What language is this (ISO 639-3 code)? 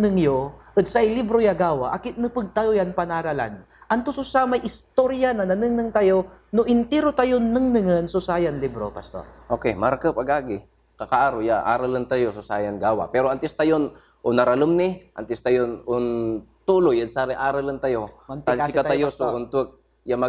pag